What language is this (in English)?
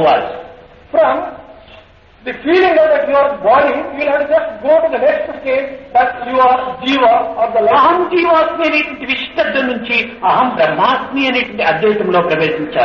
Telugu